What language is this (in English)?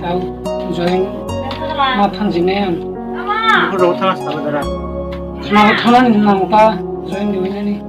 Kok Borok